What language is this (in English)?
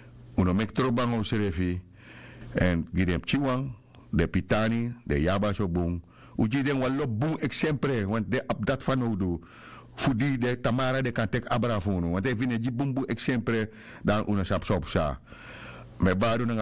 Sranan Tongo